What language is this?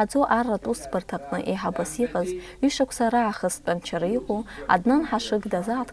Abkhazian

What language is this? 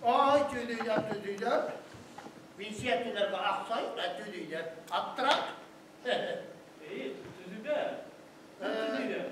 Bashkir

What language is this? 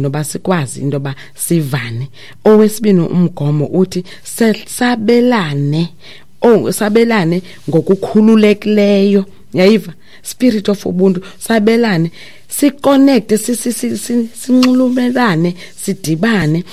Xhosa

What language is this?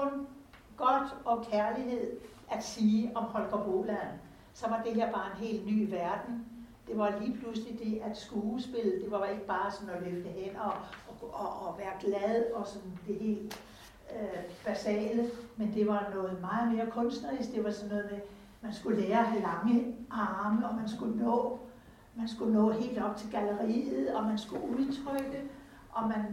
Danish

